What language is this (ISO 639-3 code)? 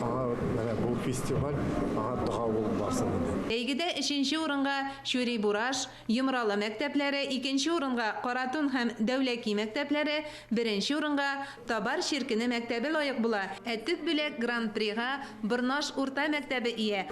tat